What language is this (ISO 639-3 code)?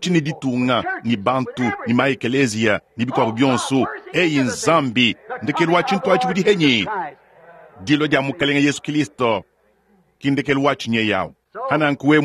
lua